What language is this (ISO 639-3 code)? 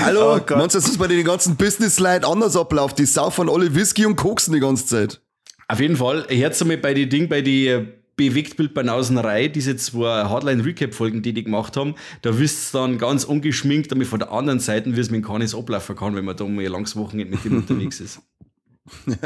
bar